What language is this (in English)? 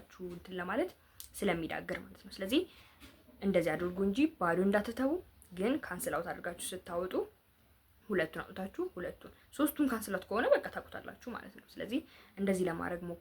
Amharic